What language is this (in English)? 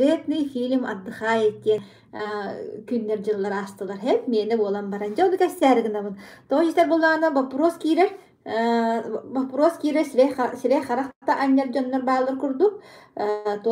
Yakut